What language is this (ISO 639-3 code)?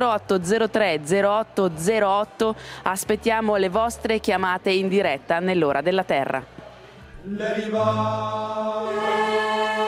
ita